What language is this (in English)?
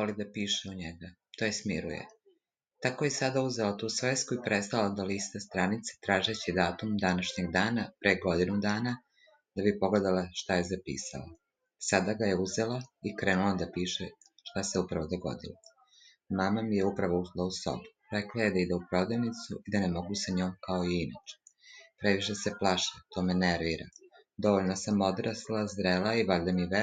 Serbian